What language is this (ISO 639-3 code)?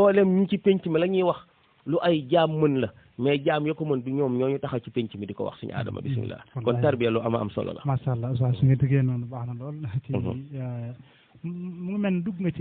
wol